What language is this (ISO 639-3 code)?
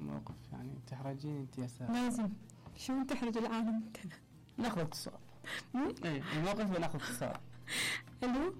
acm